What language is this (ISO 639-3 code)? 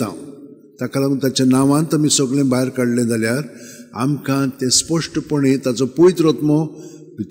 kok